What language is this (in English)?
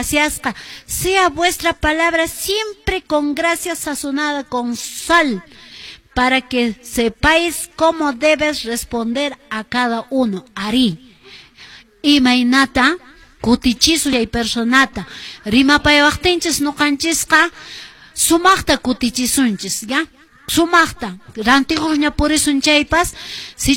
Quechua